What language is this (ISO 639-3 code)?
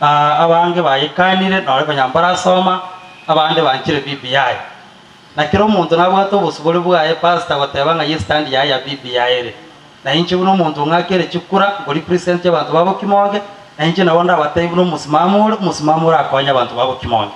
guz